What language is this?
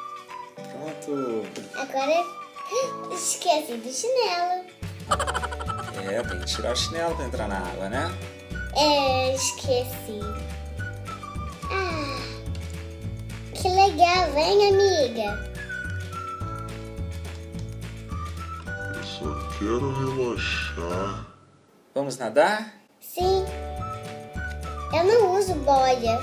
Portuguese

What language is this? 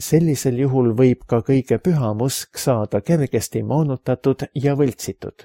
Estonian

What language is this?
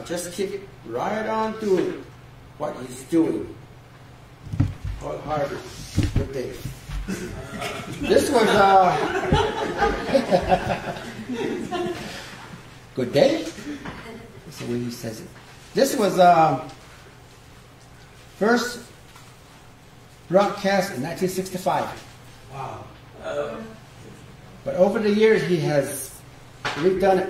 English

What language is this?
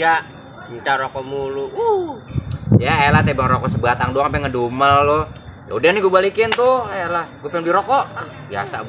Betawi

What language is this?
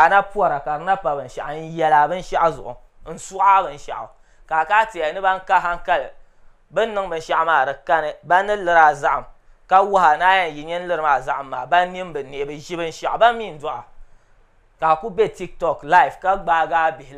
Dagbani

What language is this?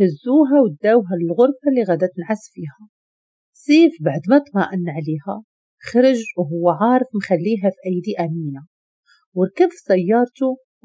Moroccan Arabic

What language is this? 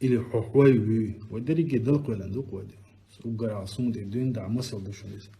Chechen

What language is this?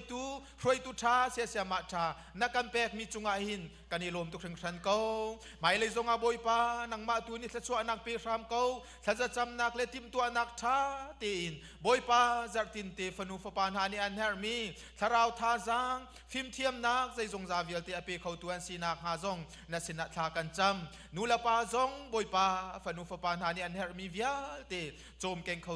Hakha Chin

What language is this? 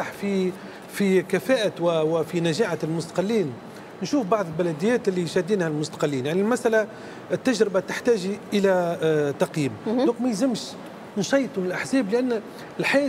Tunisian Arabic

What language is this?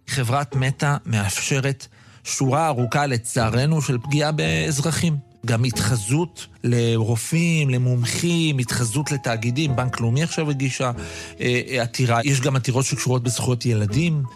Hebrew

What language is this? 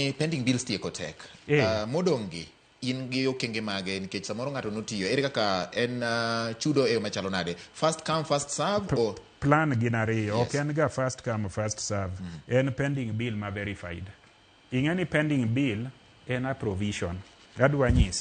Luo (Kenya and Tanzania)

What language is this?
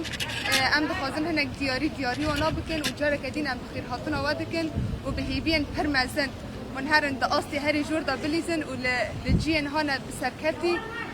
Kurdish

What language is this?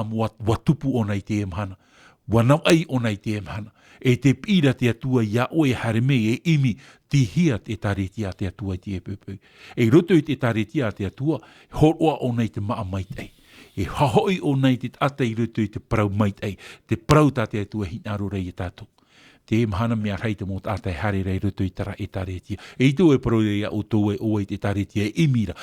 Tahitian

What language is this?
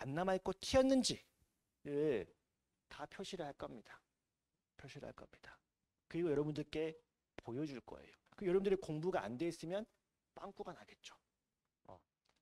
Korean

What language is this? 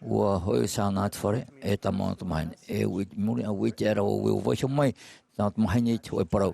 Tahitian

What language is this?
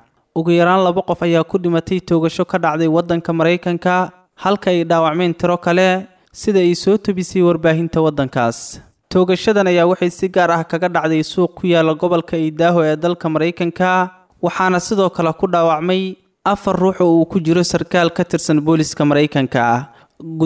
Somali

